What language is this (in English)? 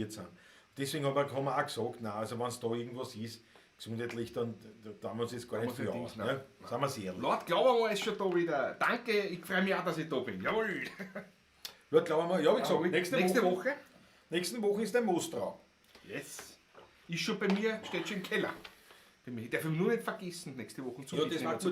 Bavarian